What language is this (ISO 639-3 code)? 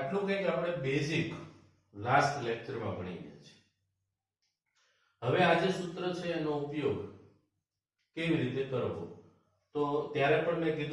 guj